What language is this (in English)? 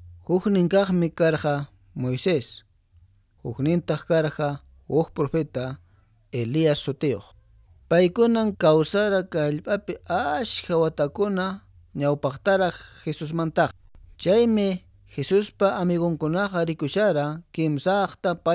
Quechua